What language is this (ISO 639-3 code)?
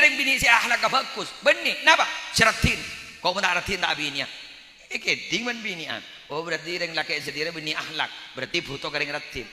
mad